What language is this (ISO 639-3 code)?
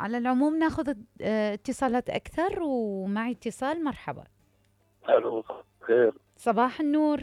acm